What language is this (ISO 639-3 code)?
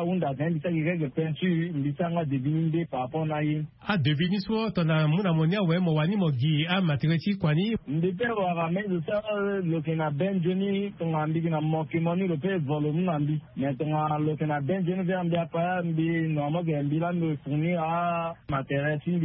sag